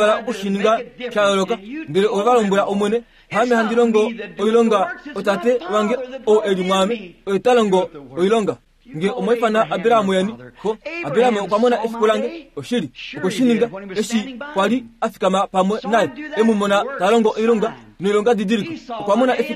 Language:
Kuanyama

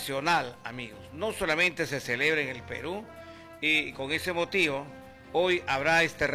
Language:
Spanish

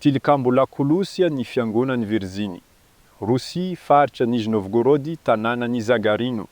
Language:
Malagasy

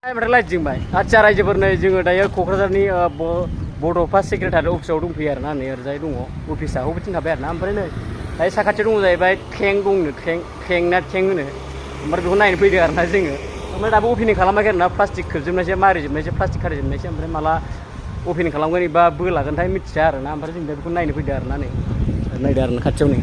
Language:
Bodo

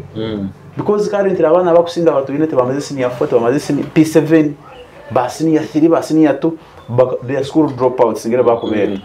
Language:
Nyoro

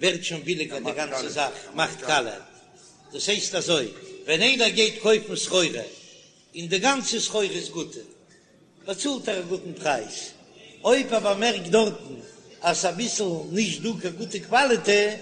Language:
Yiddish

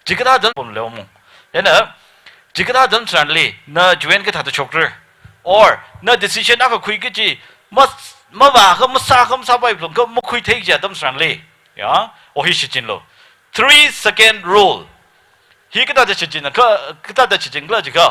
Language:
Tangkhul Naga (India)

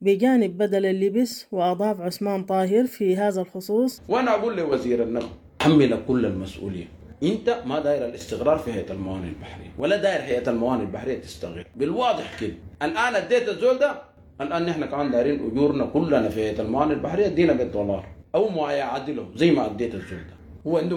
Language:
Sudanese Arabic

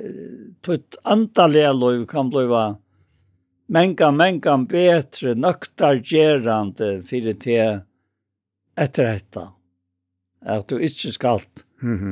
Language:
Faroese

